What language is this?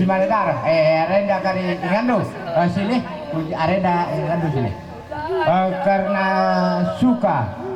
Batak Karo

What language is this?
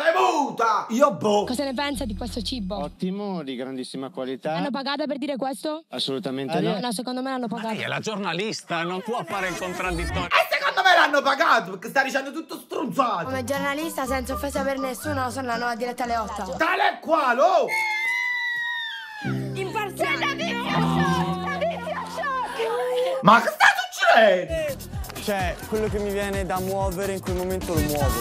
Italian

